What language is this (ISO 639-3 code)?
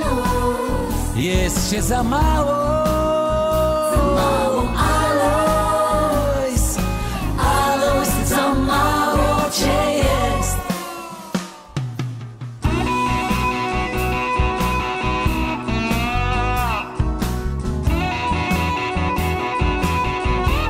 pol